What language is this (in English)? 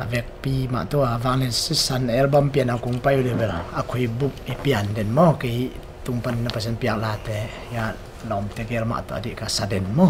Tedim Chin